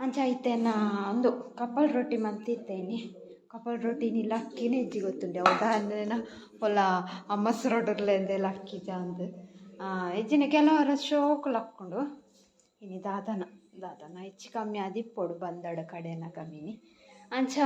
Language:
Tulu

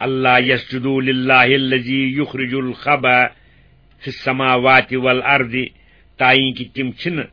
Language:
Kashmiri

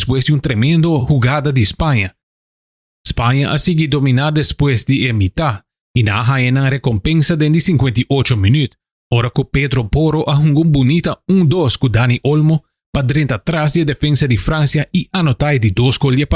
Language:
Papiamento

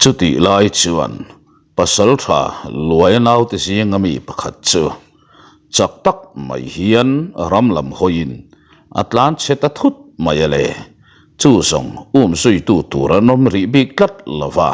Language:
Mizo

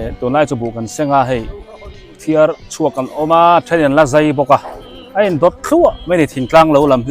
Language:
Biete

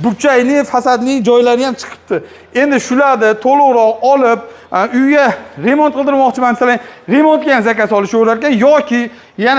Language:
Uzbek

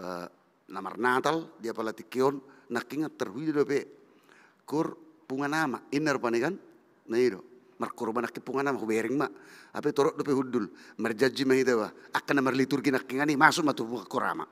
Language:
Batak Toba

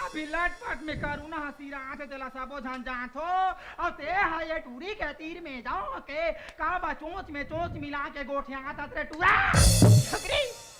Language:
Chhattisgarhi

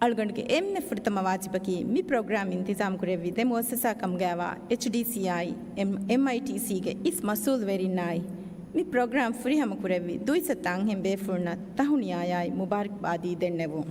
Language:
Divehi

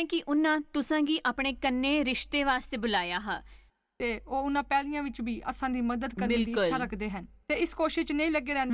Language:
Dogri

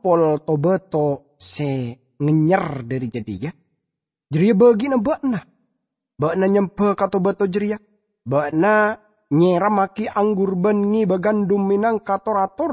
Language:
Madurese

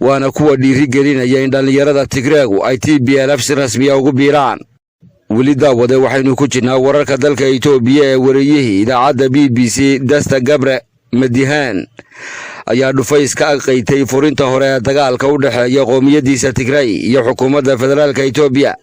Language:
Somali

